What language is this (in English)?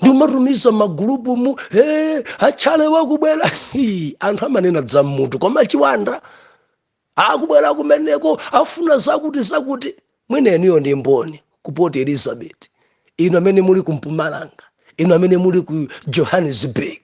Nyanja